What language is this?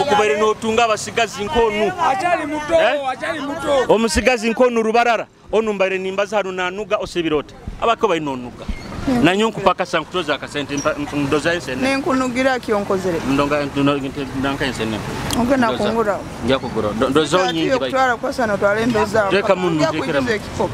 Nyoro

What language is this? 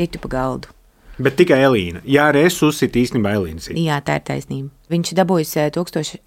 Latvian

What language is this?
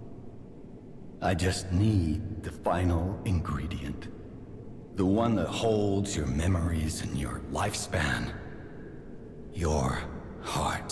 English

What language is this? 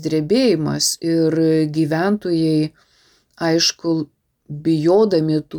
Lithuanian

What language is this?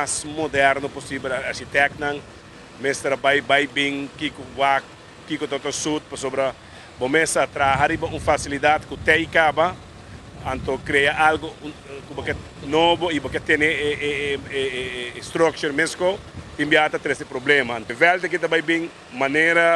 Papiamento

